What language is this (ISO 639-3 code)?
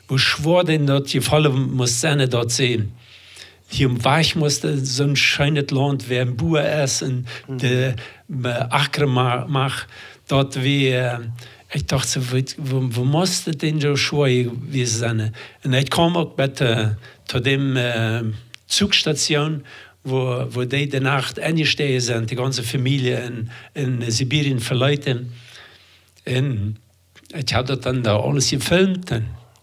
pdt